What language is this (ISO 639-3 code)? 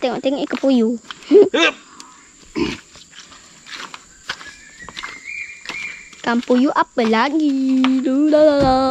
msa